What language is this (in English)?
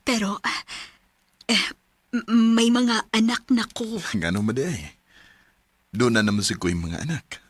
Cebuano